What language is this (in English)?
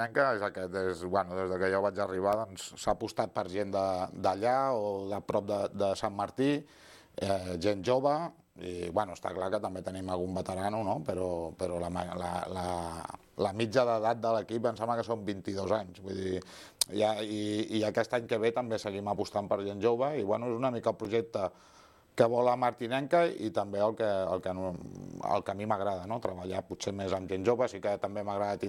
Catalan